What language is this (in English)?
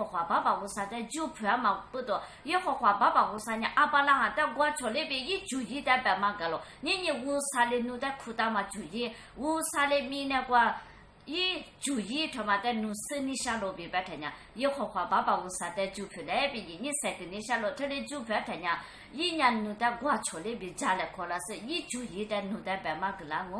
Lisu